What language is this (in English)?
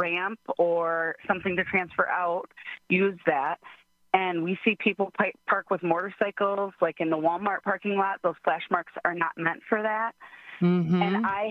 English